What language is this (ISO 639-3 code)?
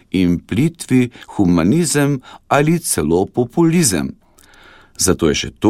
slv